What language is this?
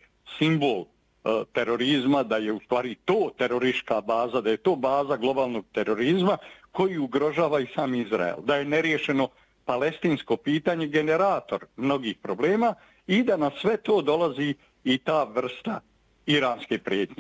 Bosnian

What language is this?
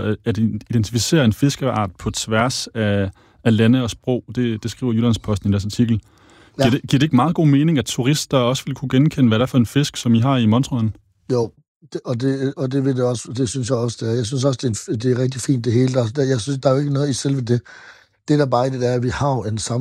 Danish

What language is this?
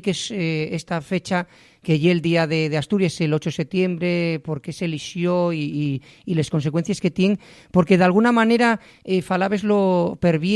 Asturian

